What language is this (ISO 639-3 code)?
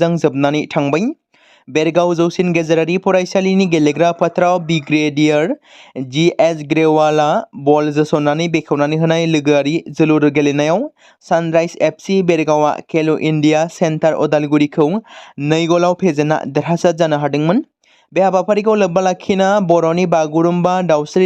brx